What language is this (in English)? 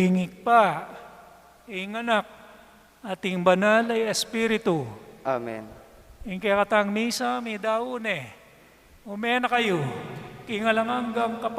Pampanga